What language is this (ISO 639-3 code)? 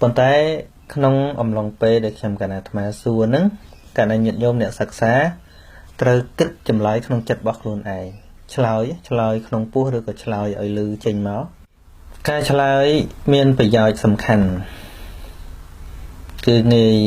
khm